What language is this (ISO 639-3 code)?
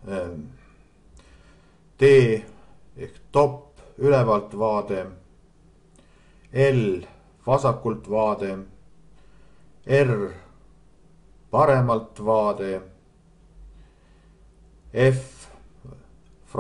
est